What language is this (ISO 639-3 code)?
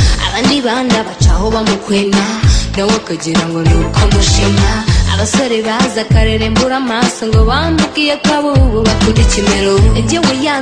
kin